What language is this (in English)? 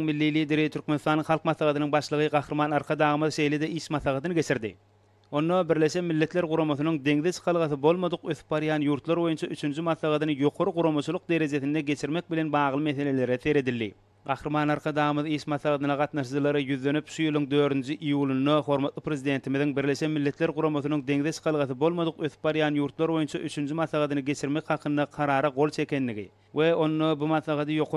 Turkmen